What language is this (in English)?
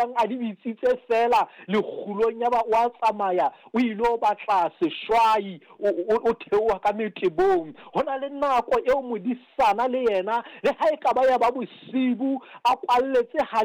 Southern Sotho